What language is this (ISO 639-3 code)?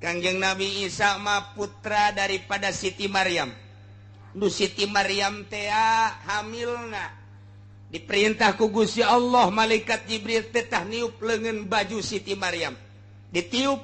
sun